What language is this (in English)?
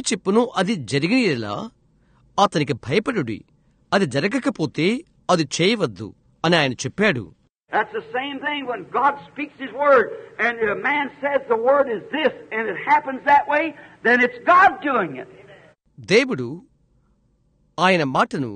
Telugu